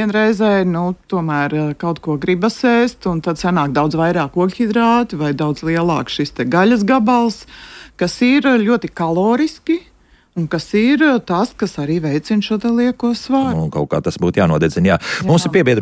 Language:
Latvian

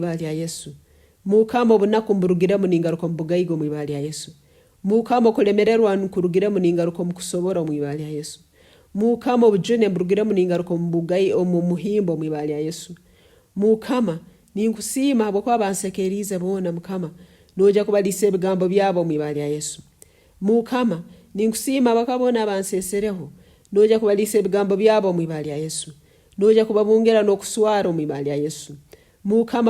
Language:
Nyoro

